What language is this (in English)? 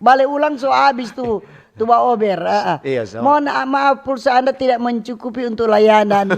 Manado Malay